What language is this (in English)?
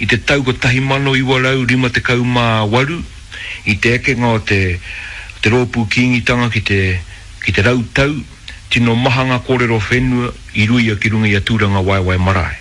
Māori